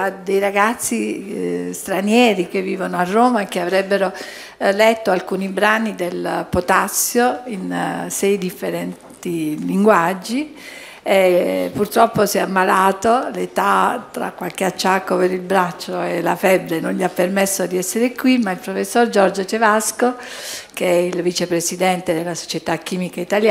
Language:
Italian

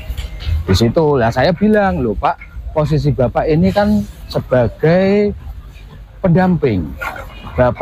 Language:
Indonesian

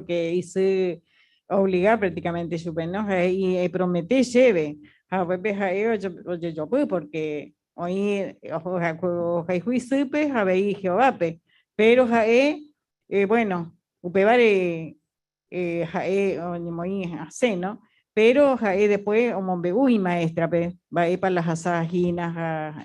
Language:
Guarani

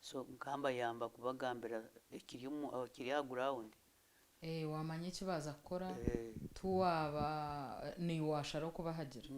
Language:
Nyankole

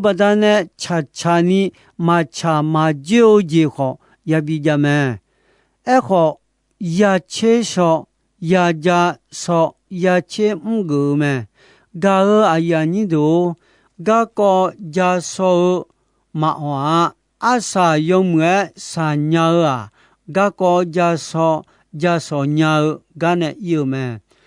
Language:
Akha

